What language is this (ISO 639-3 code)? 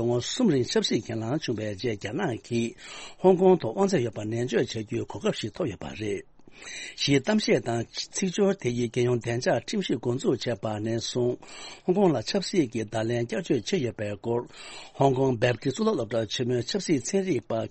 bod